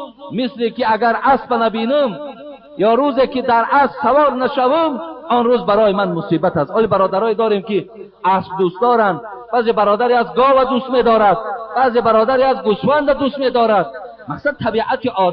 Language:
Tajik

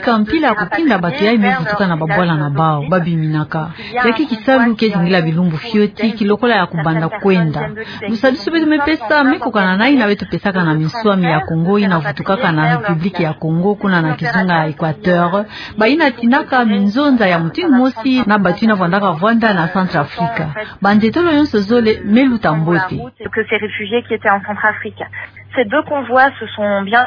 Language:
Kituba (Democratic Republic of Congo)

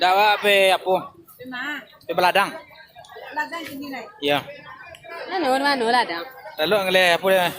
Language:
Minangkabau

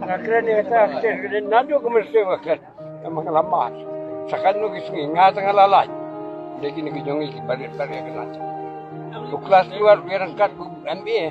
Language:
Khasi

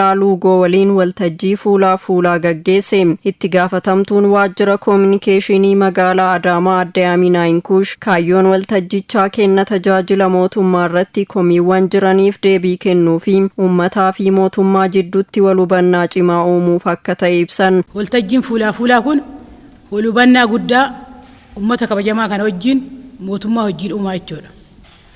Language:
Oromo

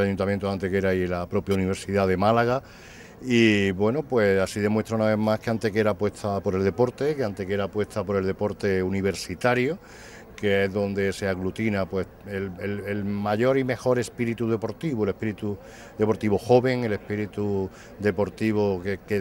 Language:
Spanish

